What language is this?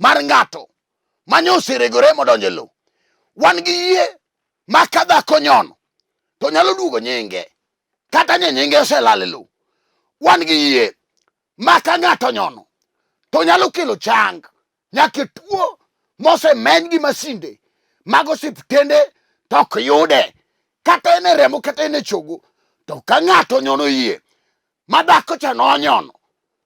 Luo (Kenya and Tanzania)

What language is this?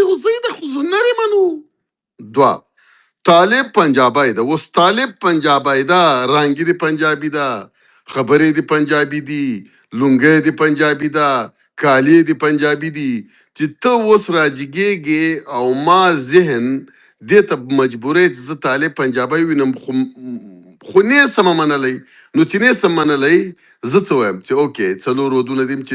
Pashto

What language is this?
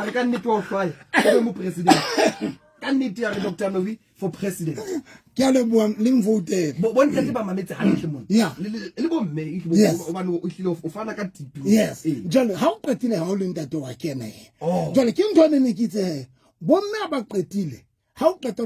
Southern Sotho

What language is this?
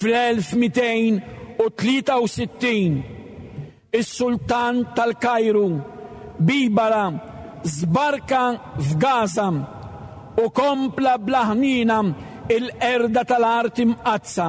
Maltese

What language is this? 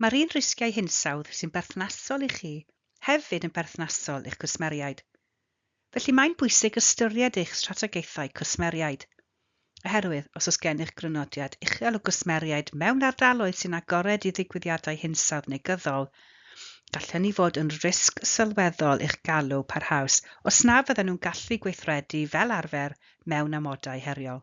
Welsh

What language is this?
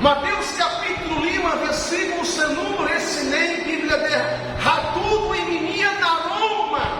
Tetum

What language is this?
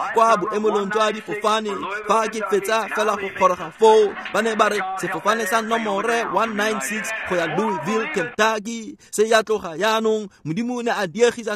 Tswana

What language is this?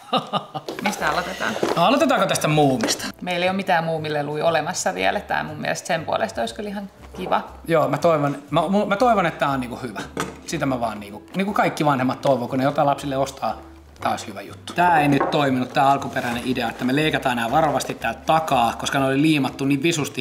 Finnish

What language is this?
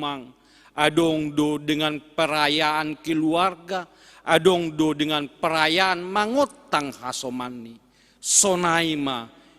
Batak Simalungun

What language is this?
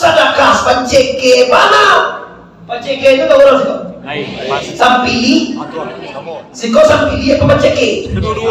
Minangkabau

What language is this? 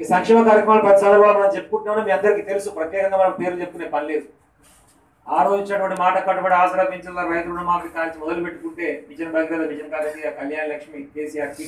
Telugu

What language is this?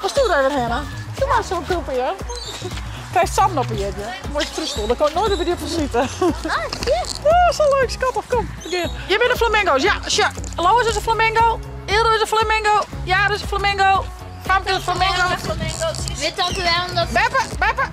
Western Frisian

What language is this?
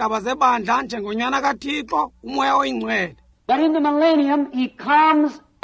Xhosa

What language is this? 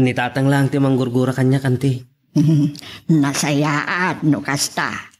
Iloko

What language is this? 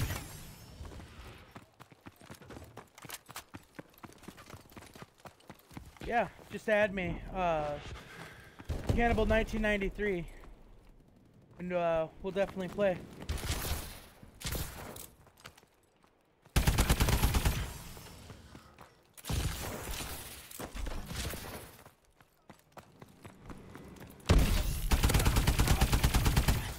English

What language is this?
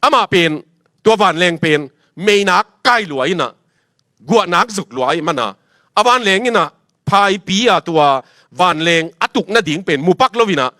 Tedim Chin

